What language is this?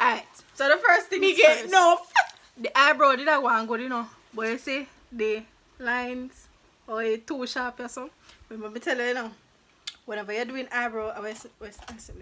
Jamaican Creole English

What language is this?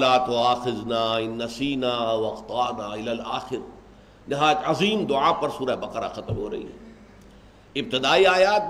Urdu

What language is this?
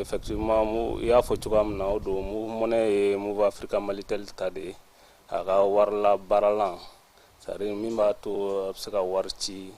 Bambara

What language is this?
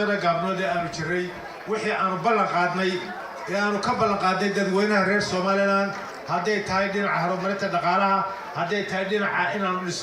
Somali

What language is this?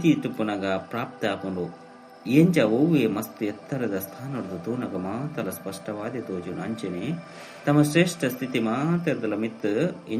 Tulu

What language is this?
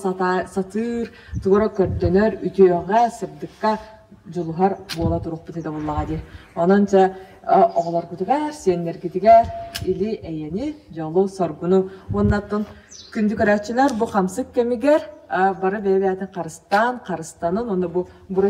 Yakut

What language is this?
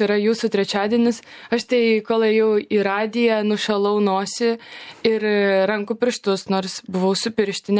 Lithuanian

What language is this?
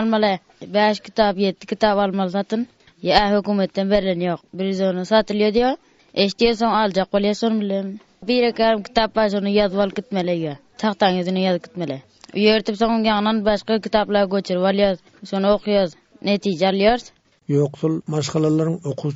Turkmen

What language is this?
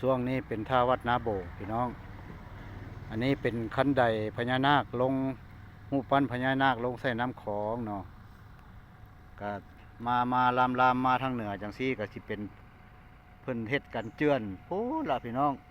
Lao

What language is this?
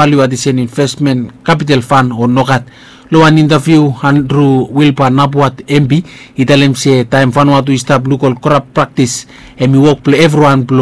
Bislama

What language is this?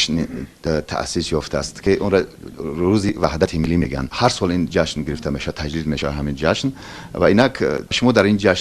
Persian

